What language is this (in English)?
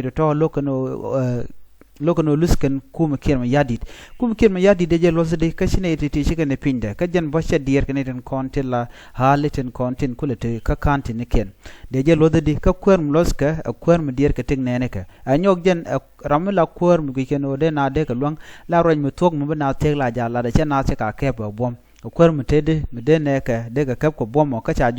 Nuer